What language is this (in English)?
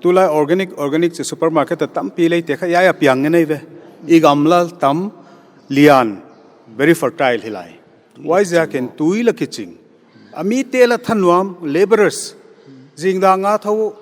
Paite Chin